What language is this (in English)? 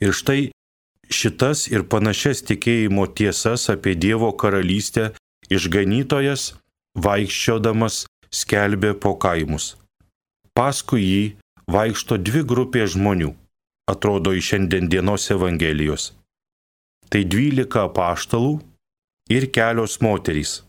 Lithuanian